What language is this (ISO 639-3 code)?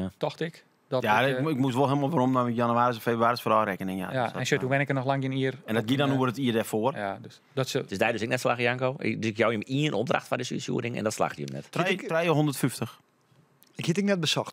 fry